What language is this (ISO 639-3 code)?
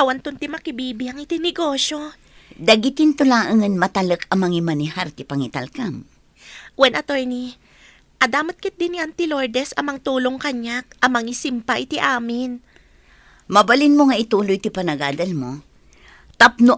ilo